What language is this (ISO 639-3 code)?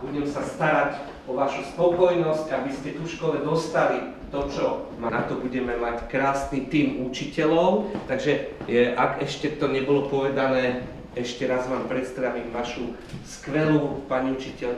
slk